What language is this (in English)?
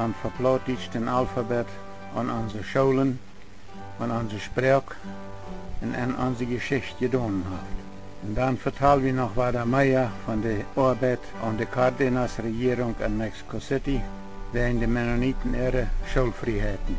Plautdietsch